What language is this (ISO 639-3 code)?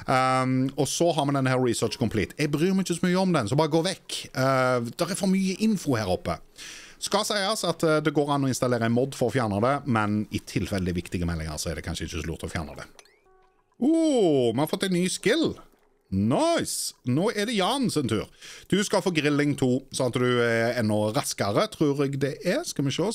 nor